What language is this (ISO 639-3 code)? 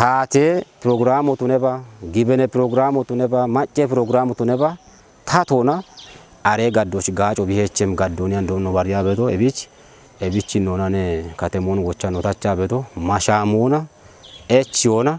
kbr